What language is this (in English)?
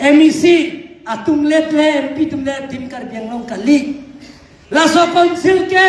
Karbi